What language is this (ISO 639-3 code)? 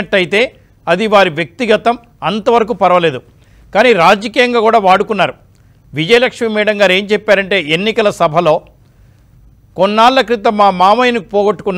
tel